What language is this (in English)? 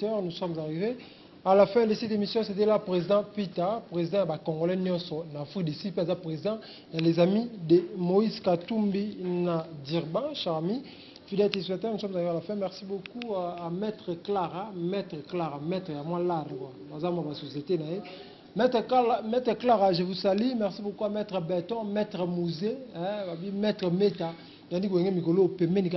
Lingala